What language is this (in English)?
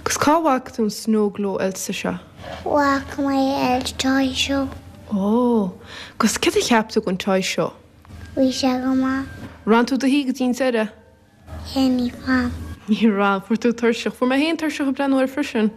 Irish